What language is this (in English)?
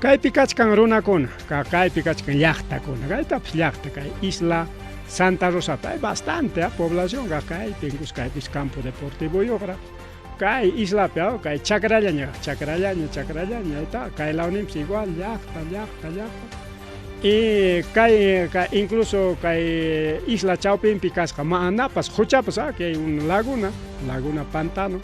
Ayacucho Quechua